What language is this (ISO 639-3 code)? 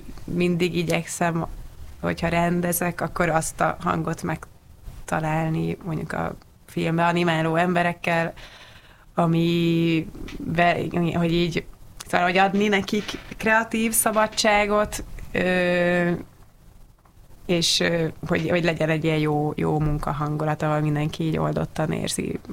hun